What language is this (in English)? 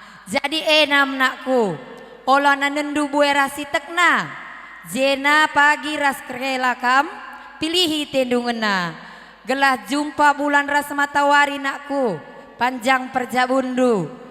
Batak Karo